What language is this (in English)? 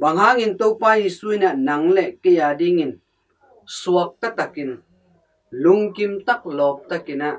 Tedim Chin